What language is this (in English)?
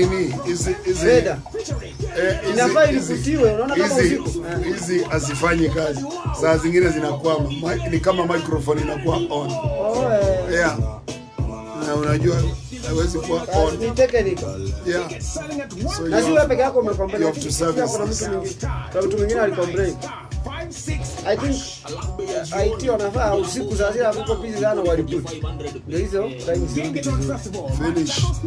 Swahili